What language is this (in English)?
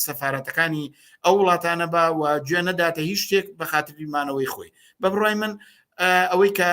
Central Kurdish